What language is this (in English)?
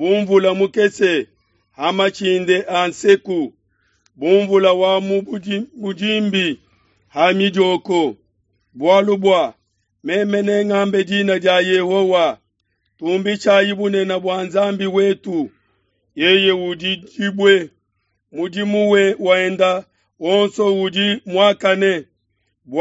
Luba-Lulua